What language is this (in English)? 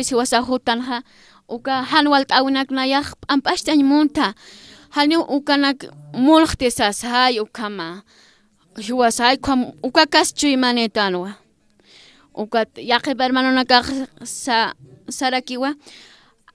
Aymara